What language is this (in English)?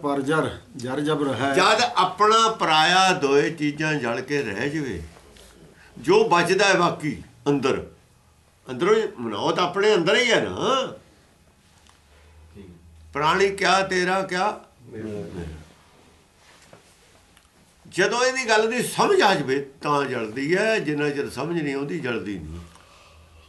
Punjabi